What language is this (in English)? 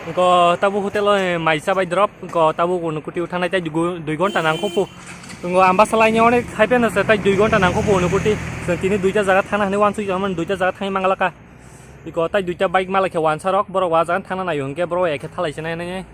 Kok Borok